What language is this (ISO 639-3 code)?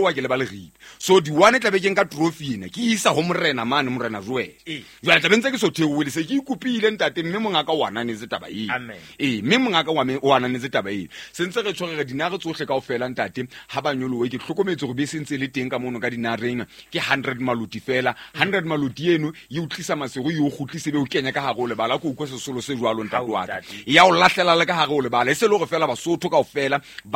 sot